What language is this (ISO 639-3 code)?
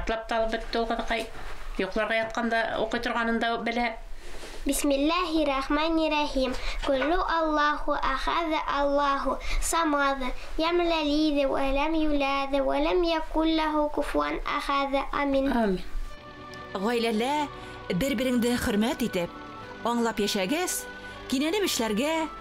bak